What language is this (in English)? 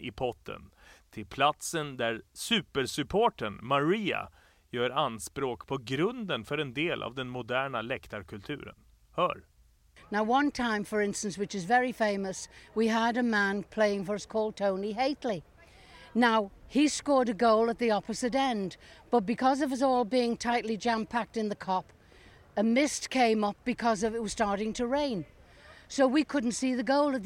Swedish